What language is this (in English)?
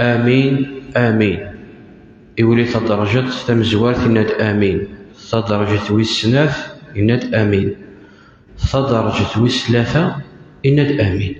Kabyle